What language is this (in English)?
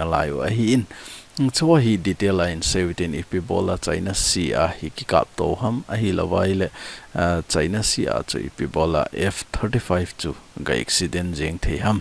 Thado Chin